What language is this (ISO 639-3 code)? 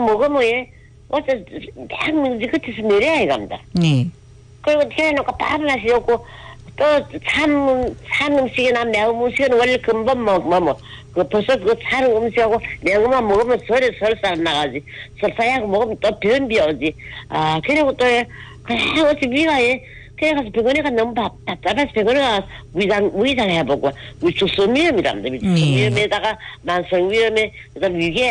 kor